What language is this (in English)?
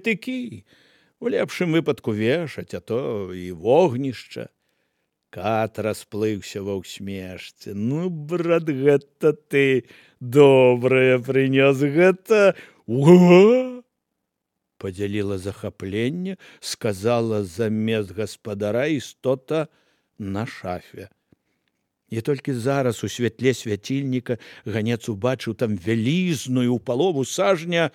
Belarusian